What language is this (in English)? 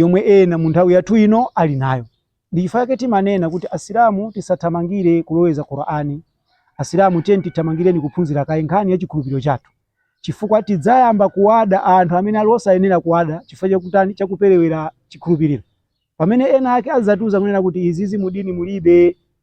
Nyanja